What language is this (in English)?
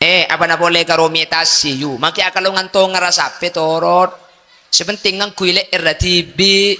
Madurese